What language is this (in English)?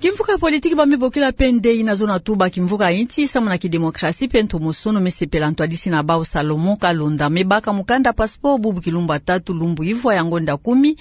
Kituba (Democratic Republic of Congo)